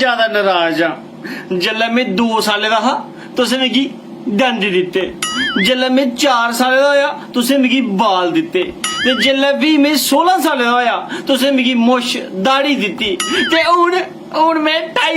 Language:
Dogri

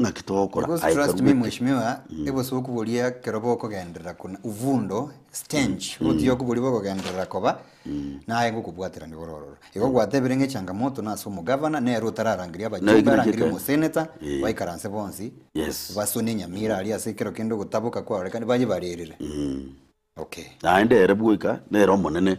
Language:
Gusii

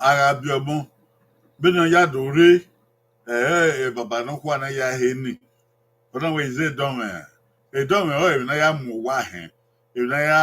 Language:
Bini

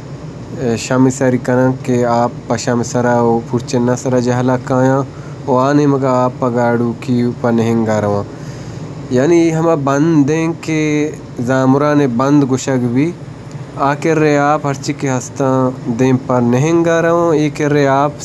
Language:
Baluchi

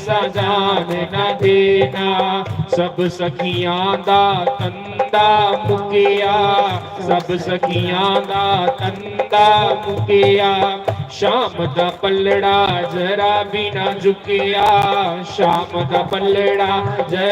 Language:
Dogri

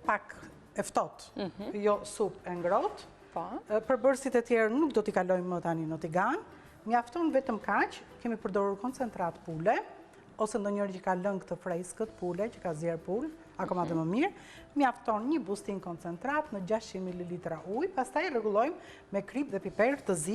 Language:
Albanian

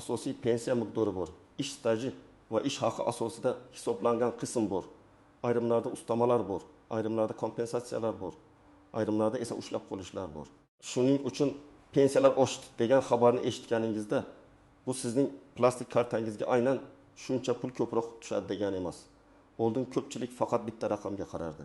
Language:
Uzbek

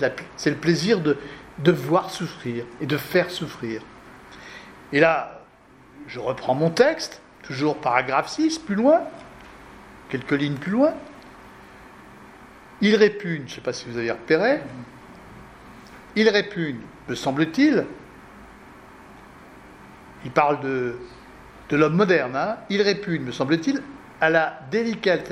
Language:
French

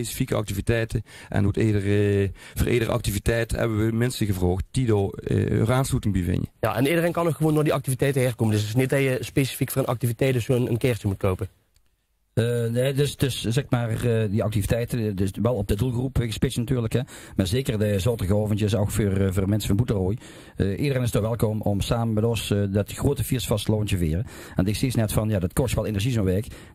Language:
Limburgish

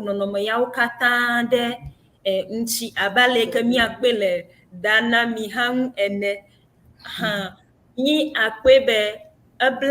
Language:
Ewe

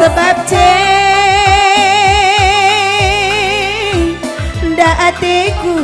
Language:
Batak Karo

